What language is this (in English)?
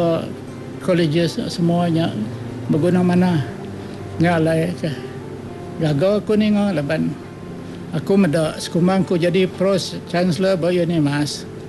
Iban